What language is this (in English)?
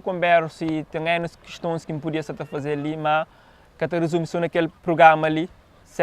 Kabuverdianu